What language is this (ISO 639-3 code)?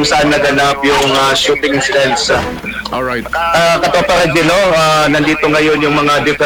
fil